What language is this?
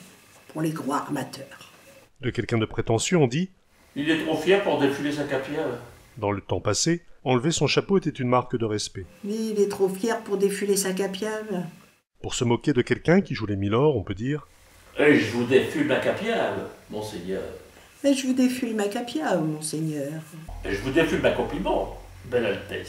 Picard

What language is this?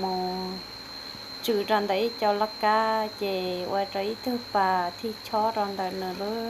Hmong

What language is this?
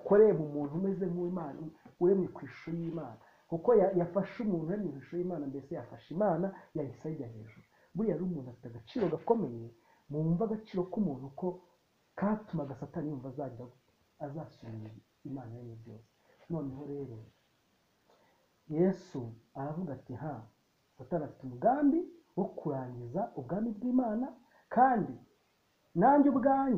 Kinyarwanda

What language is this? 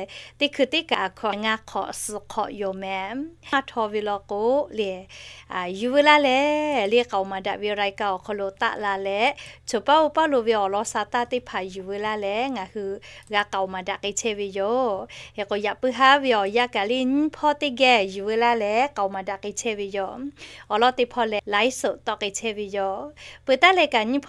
Lahu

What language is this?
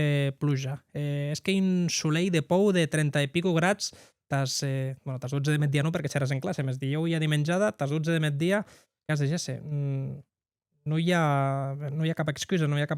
Occitan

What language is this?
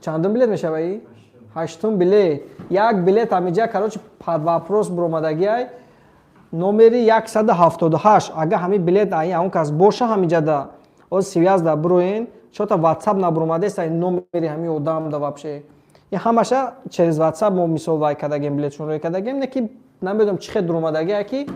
Tajik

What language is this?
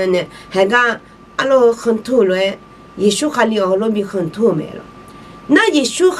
Akha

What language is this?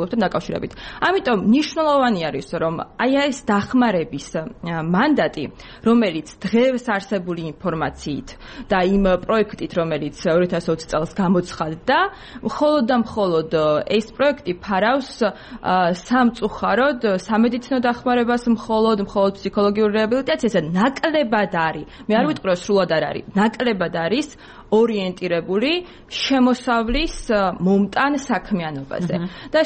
Georgian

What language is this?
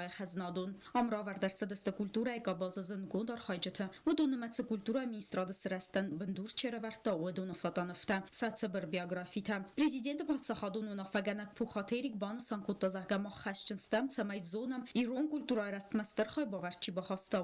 Ossetic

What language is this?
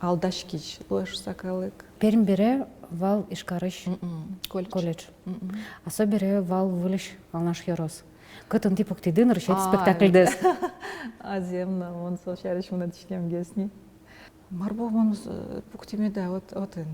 Udmurt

